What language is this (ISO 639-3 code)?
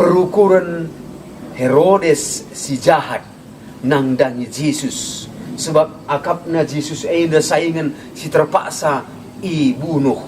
btx